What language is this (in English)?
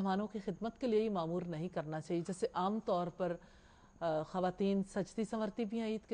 Urdu